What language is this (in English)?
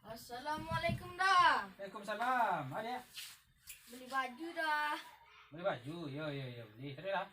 Minangkabau